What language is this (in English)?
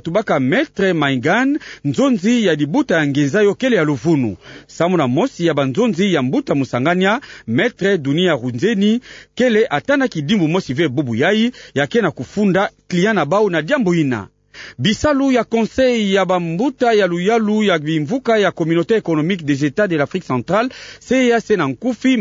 Kituba (Democratic Republic of Congo)